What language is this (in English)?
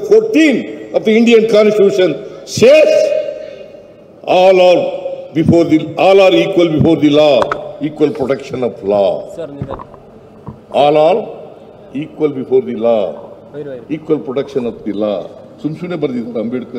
Kannada